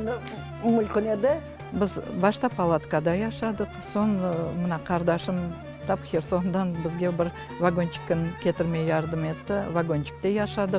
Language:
Crimean Tatar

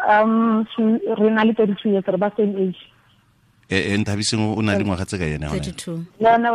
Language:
Tswana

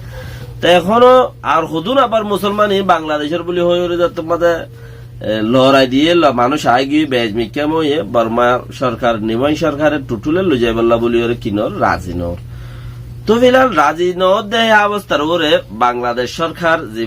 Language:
Rohingya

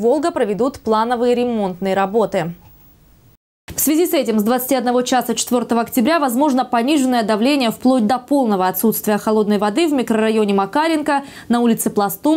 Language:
Russian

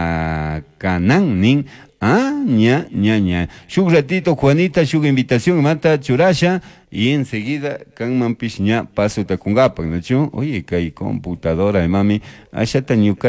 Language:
Chimborazo Highland Quichua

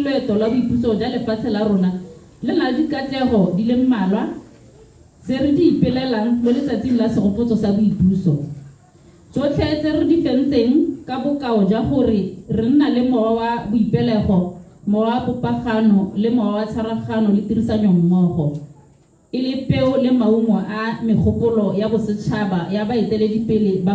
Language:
Tswana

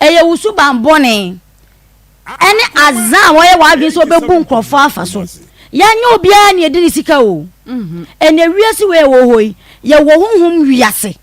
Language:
Akan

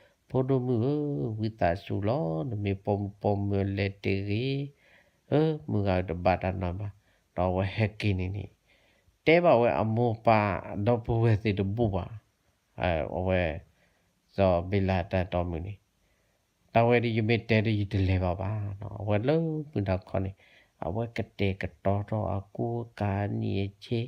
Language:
S'gaw Karen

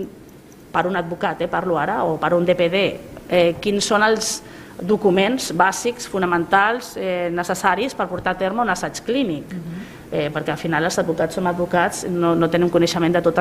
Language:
Catalan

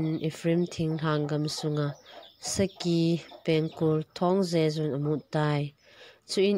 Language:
Thado Chin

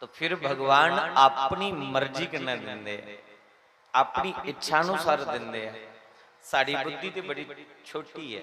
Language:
Dogri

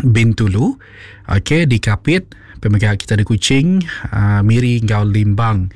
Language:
Iban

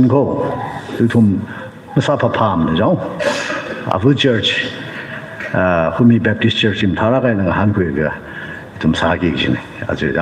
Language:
Tangkhul Naga (India)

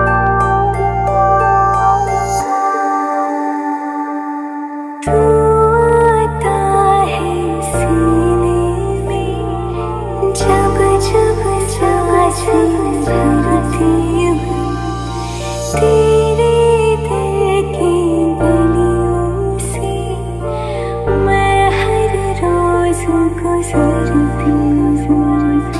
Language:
Hindi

